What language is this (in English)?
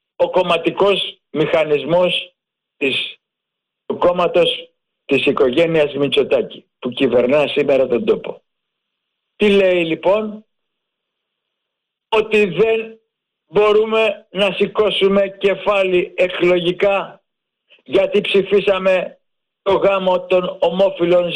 Greek